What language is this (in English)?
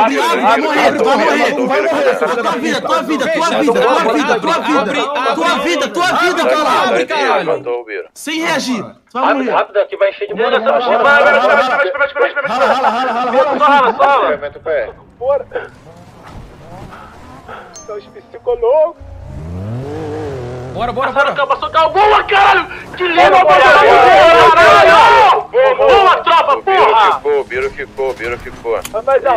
Portuguese